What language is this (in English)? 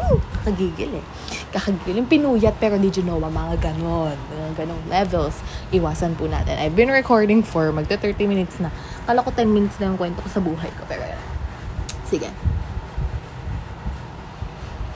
Filipino